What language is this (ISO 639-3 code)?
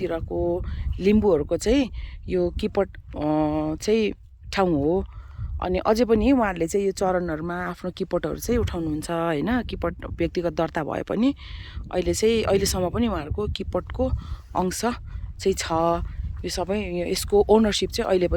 nep